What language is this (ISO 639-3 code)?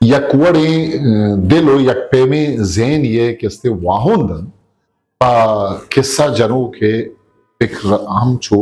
bgp